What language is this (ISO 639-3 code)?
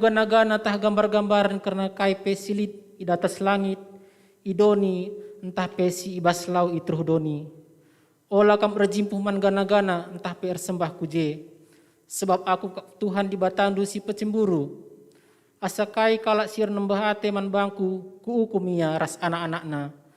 btx